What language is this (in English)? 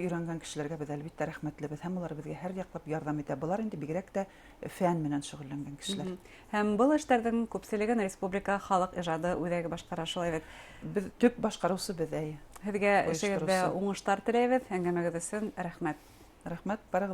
Bashkir